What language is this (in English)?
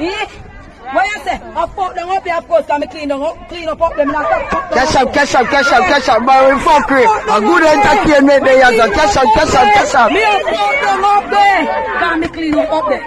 Jamaican Creole English